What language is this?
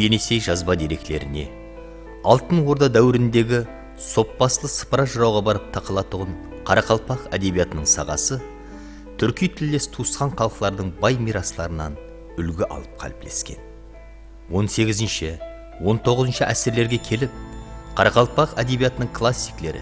Kara-Kalpak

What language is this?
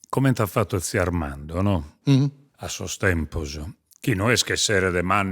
Sardinian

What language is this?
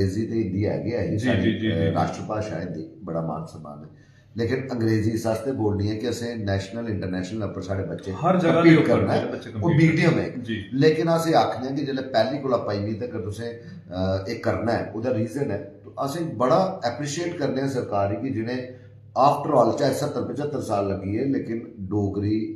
Dogri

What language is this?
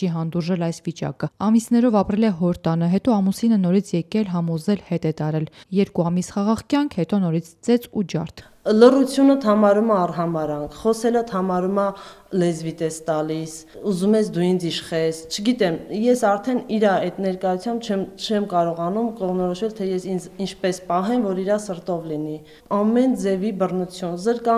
Armenian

